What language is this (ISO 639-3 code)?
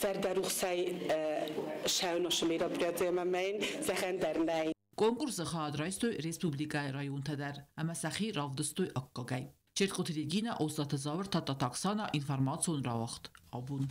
oss